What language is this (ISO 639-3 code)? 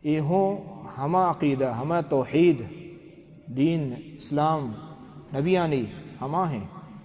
bal